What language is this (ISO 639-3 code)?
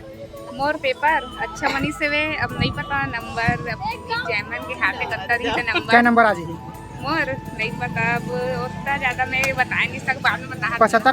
hne